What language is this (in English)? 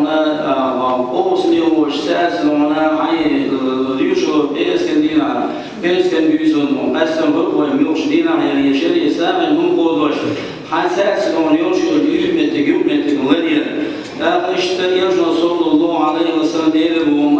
Chechen